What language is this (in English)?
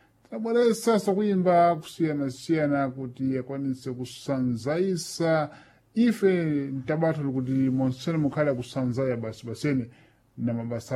Sena